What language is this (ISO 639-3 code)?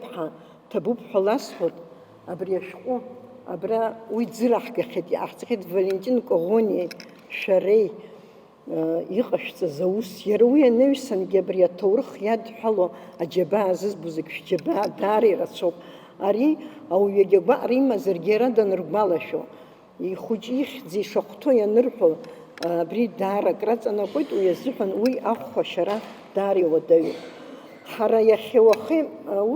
abk